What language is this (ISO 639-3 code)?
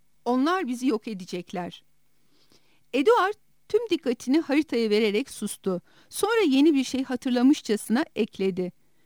tur